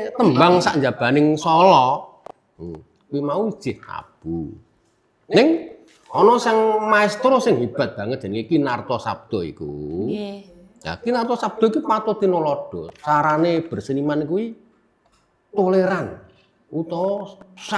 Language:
Javanese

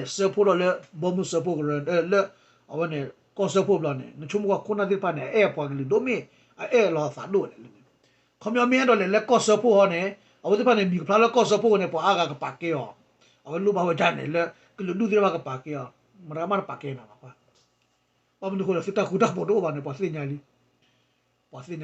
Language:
S'gaw Karen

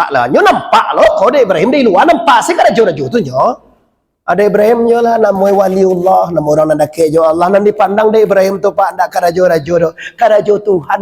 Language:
Minangkabau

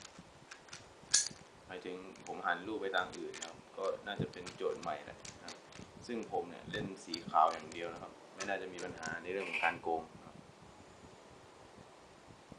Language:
Thai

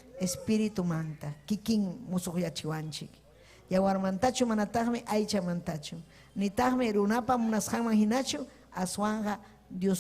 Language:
Ayacucho Quechua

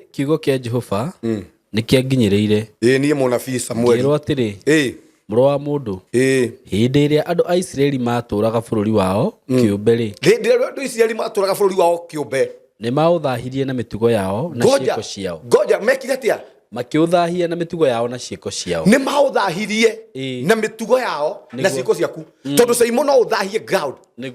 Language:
Kikuyu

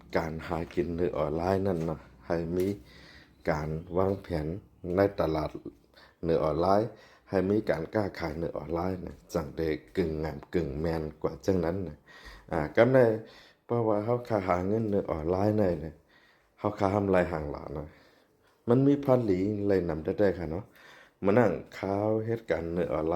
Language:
Shan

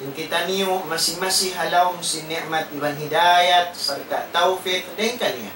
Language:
Tausug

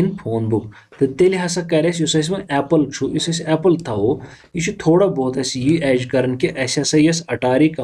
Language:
Kashmiri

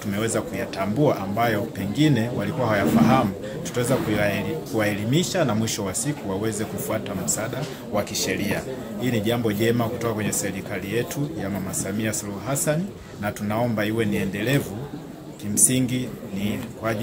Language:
Swahili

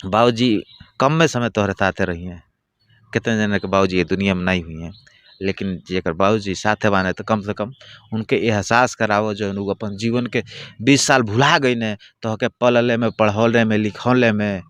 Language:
Bhojpuri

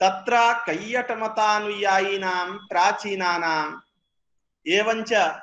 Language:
Sanskrit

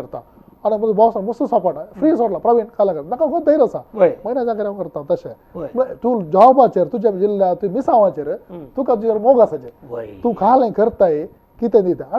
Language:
Konkani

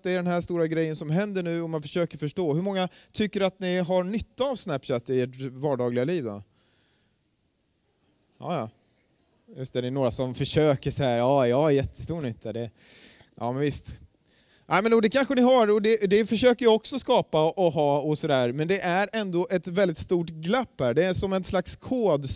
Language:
Swedish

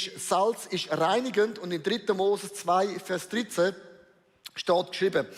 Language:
Swiss German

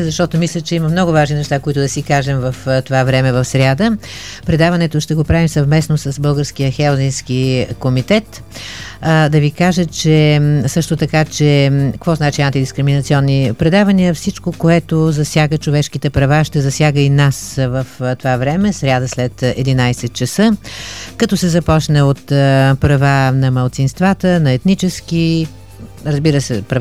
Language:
Bulgarian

